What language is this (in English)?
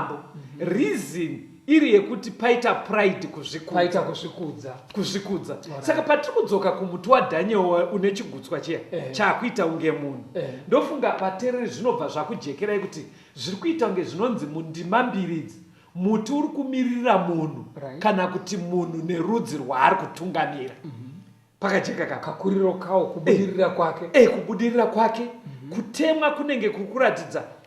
Shona